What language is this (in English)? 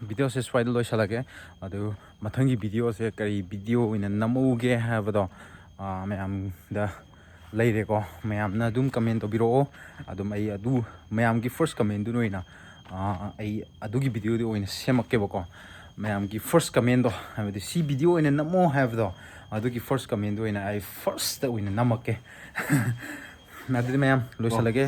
Manipuri